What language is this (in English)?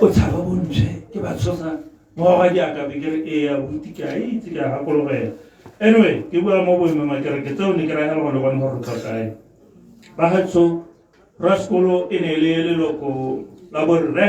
Tswana